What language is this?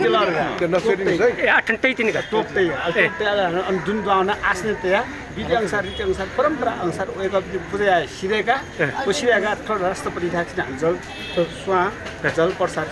Newari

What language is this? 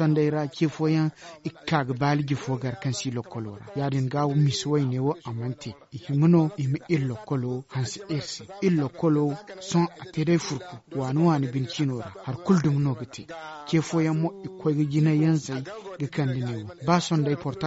Zarma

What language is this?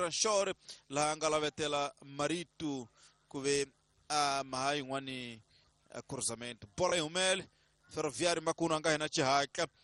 Tsonga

